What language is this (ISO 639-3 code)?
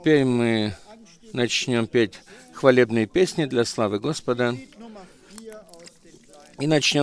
rus